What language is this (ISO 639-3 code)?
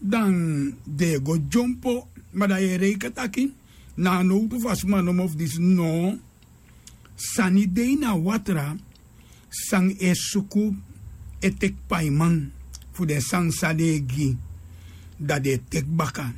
srn